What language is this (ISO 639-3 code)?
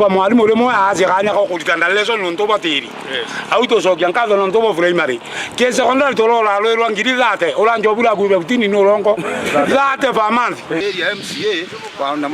mer